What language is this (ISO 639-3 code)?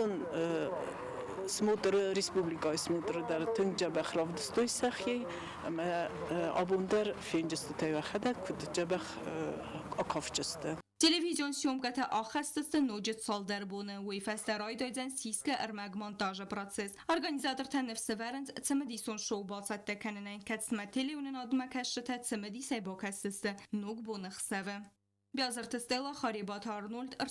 oss